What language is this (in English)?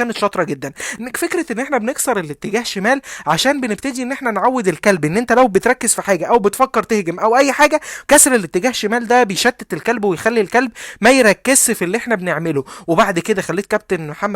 Egyptian Arabic